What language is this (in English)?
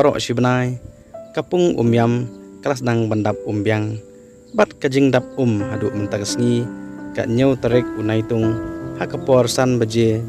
Khasi